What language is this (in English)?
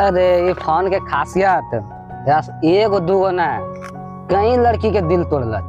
Maithili